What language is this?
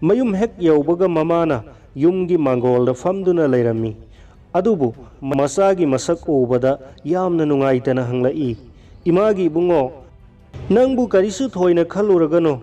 Manipuri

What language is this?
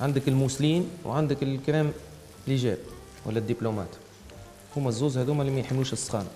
Tunisian Arabic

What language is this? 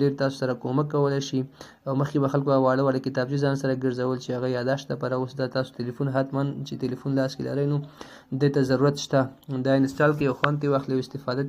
Pashto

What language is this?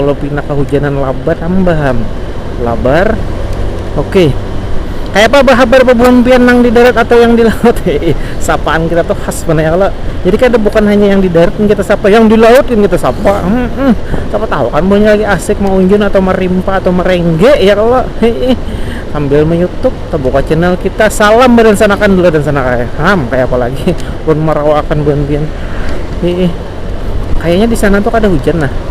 Banjar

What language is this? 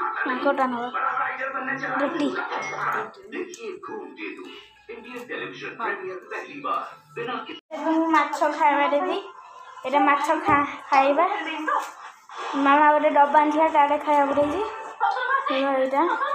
Odia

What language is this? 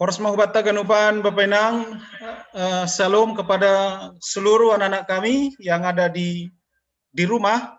Batak Simalungun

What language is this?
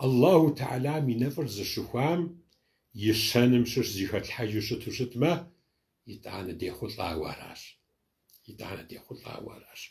Kabardian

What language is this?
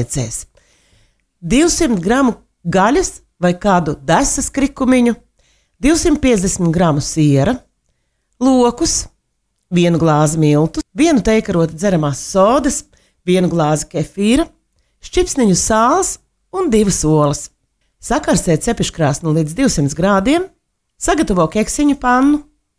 Latvian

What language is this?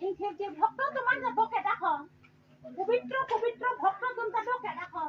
Karbi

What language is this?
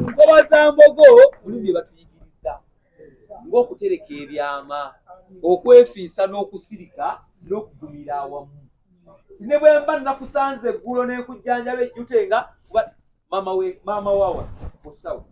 Ganda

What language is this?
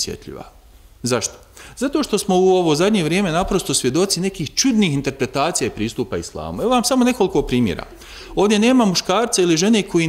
Bosnian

